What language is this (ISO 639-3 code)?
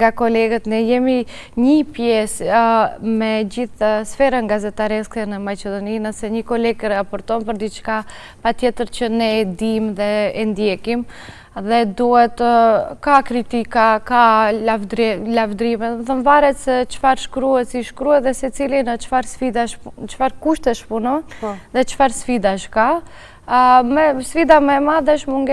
sqi